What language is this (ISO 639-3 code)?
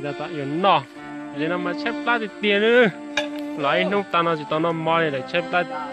hmn